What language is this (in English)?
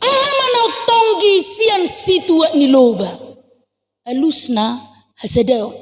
Batak Toba